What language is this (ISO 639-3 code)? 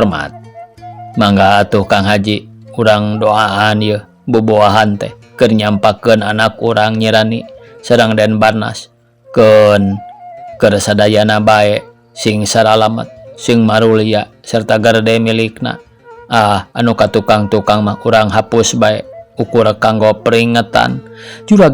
sun